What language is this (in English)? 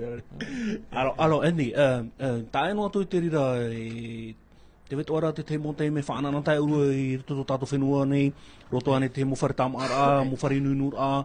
Tahitian